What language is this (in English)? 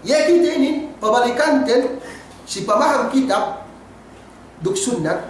Yakan